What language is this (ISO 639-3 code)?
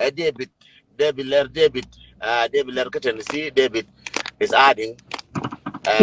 nus